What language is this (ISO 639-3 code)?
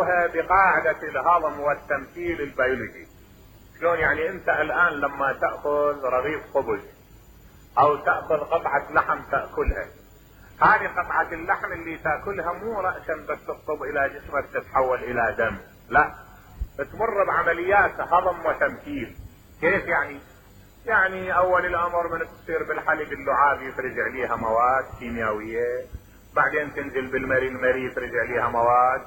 acm